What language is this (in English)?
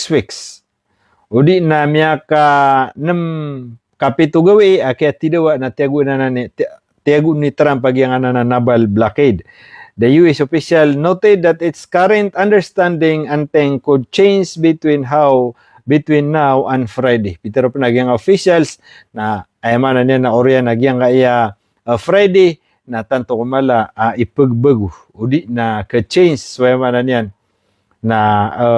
Maranao